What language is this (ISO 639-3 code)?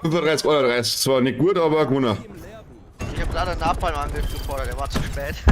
bar